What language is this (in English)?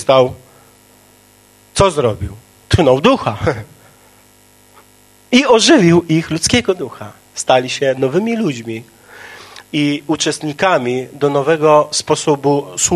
Polish